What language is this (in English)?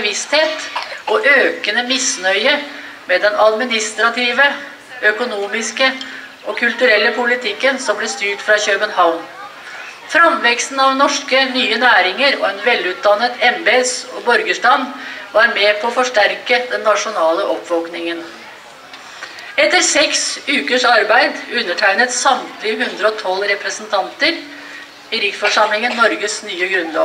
Norwegian